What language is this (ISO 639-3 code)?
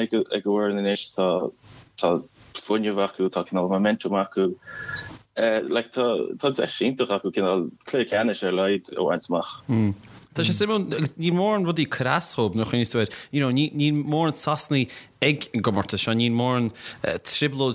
gle